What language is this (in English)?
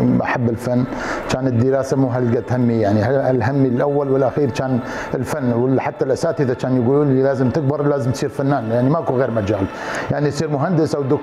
Mesopotamian Arabic